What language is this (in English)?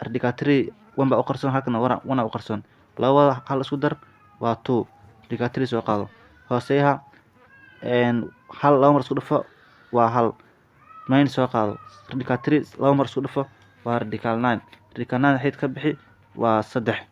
Somali